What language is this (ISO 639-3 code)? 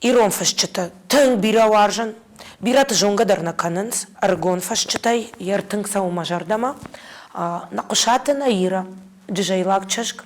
oss